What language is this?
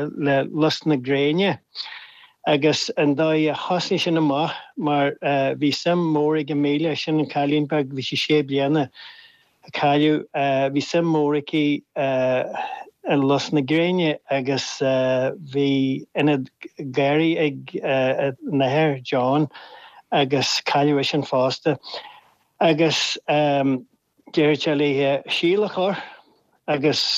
Irish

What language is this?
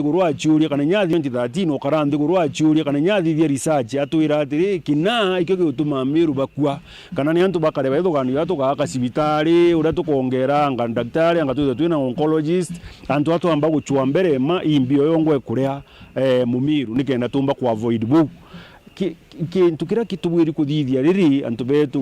Meru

